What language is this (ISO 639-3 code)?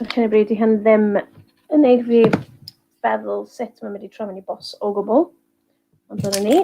cym